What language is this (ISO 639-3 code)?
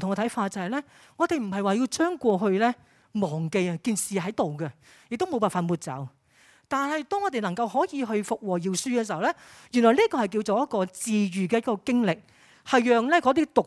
yue